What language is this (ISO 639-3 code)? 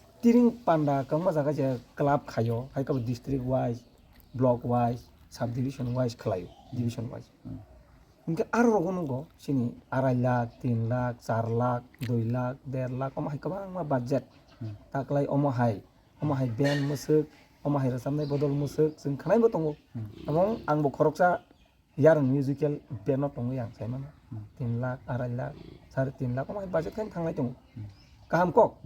trp